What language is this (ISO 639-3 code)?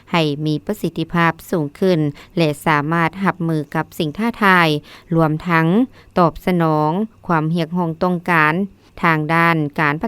lao